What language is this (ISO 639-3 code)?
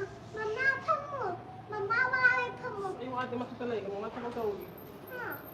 mni